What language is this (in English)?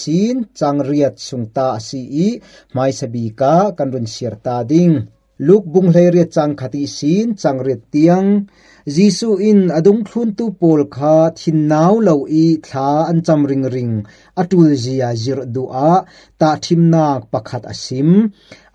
Falam Chin